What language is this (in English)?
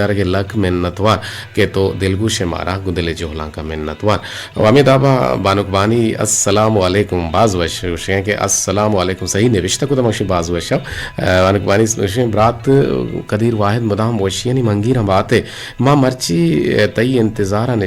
Eastern Balochi